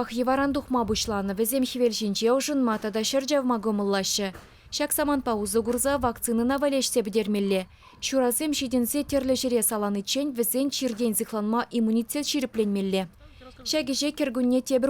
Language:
Chuvash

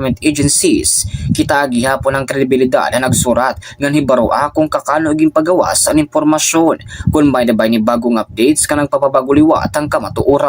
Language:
Waray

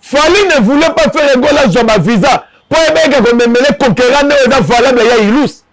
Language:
Lingala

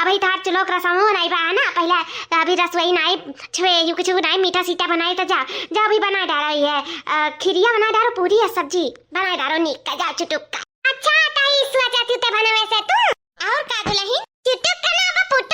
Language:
Awadhi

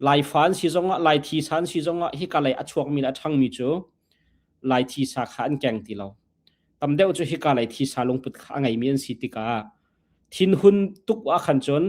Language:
Hakha Chin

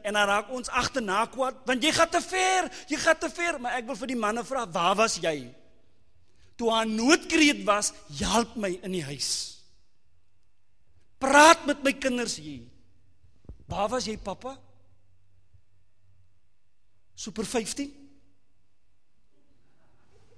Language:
Afrikaans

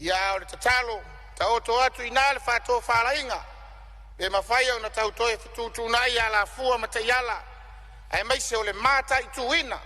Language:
Samoan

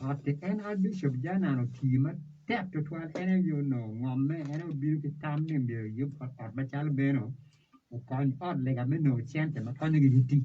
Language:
Acoli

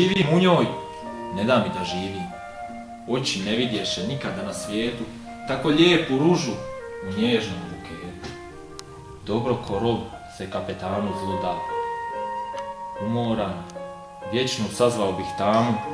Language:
Croatian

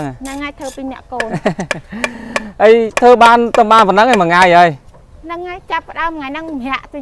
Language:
Khmer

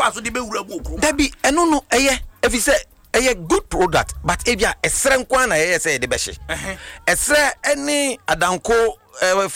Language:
Akan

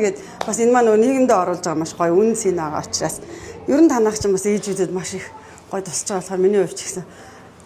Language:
Mongolian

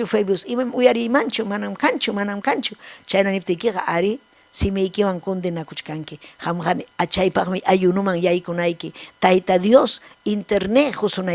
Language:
Ayacucho Quechua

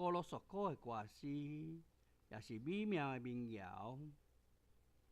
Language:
Min Nan Chinese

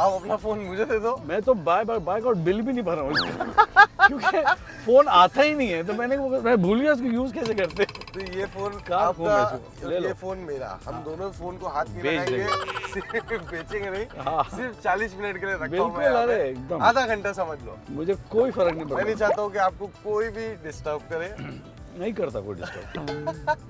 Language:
Hindi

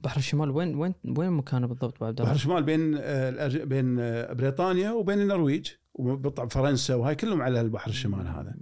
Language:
Gulf Arabic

